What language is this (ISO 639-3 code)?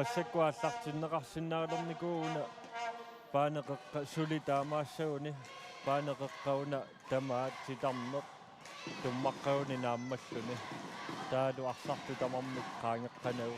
kal